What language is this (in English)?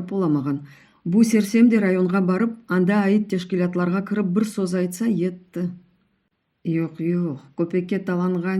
Crimean Tatar